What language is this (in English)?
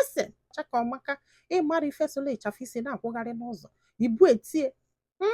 Igbo